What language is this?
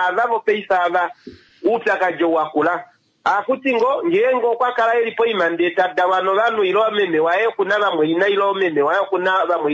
Kuanyama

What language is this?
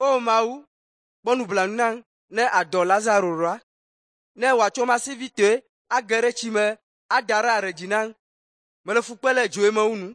Ewe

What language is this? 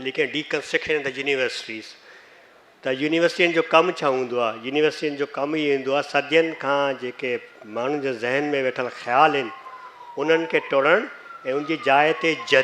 Sindhi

